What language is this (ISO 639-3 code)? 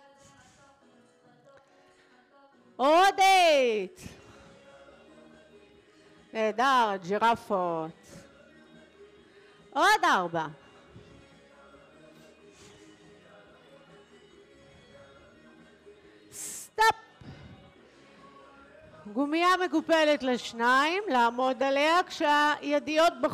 heb